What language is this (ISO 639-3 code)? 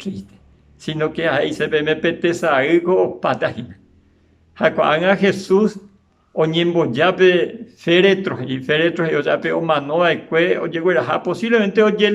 grn